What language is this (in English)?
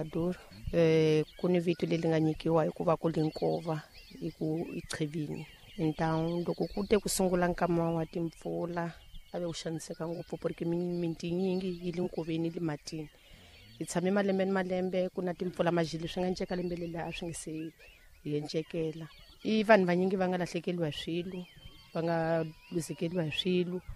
Tsonga